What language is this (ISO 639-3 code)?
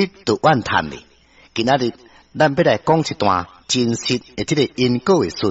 nan